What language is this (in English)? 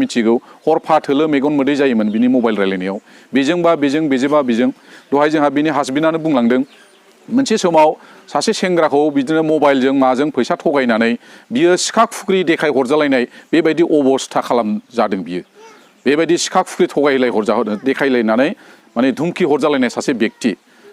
Bodo